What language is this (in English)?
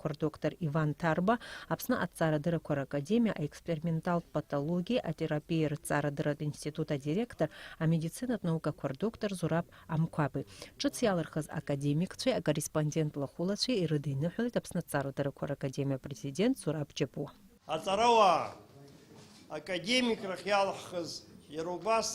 Abkhazian